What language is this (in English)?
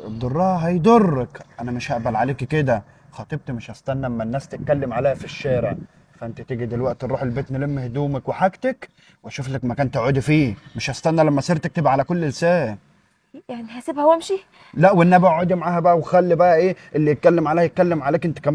Egyptian Arabic